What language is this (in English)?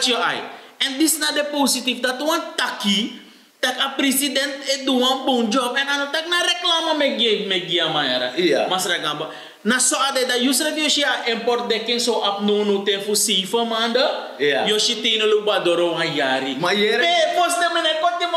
Sranan Tongo